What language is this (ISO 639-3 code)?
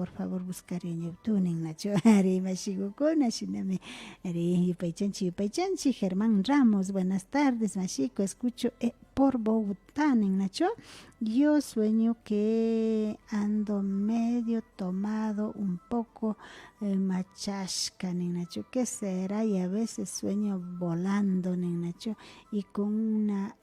qvi